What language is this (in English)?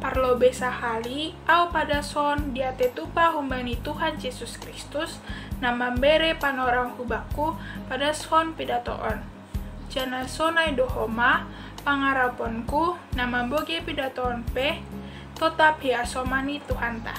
Batak Simalungun